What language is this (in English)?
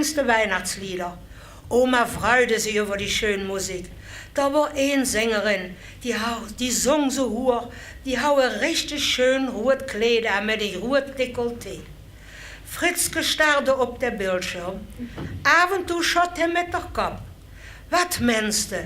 Limburgish